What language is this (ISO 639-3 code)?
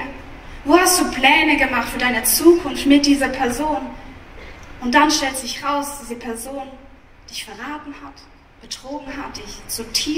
gsw